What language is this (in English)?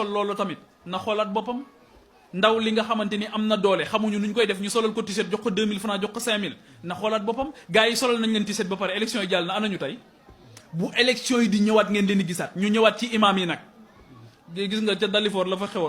Wolof